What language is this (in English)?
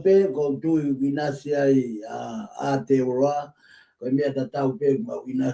Tongan